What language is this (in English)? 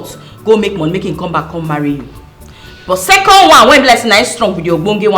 Nigerian Pidgin